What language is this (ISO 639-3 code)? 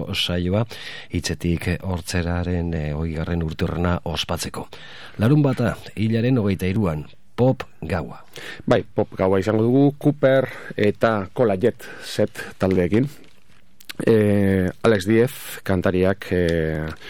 eus